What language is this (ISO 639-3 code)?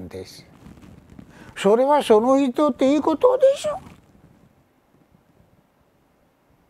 jpn